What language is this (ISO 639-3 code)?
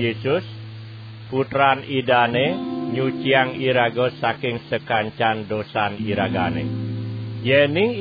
ban